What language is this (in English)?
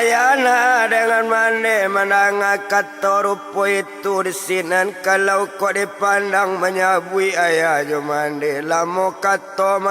Minangkabau